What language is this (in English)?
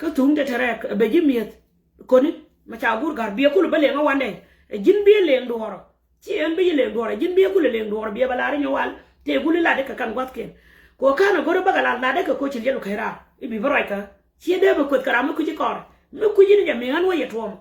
Nuer